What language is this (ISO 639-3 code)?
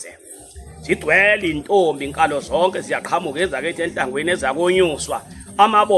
zul